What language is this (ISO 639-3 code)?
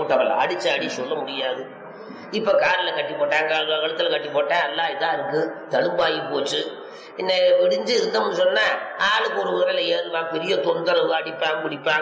tam